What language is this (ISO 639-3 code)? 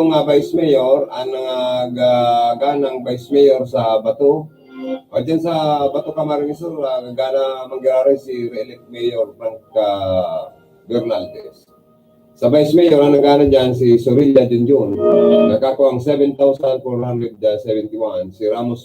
bik